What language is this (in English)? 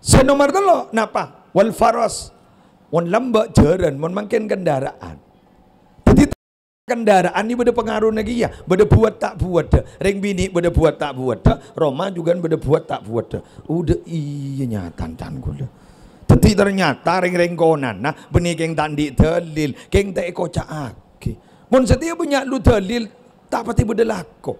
Madurese